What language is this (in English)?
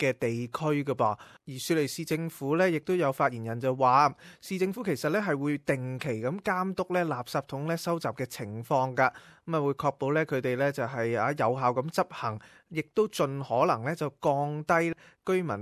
Cantonese